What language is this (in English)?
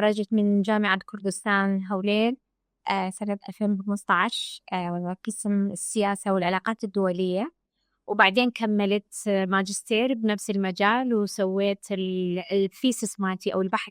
Mesopotamian Arabic